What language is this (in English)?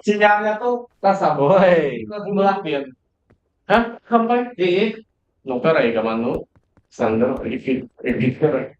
Banjar